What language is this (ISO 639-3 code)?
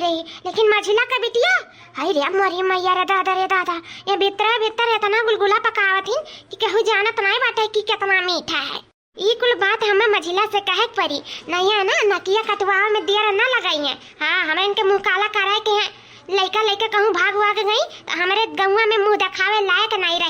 awa